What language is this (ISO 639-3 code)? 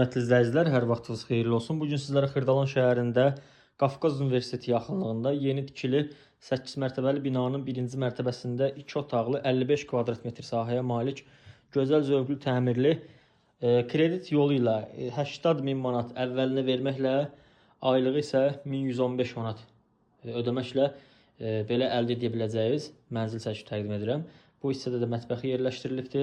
aze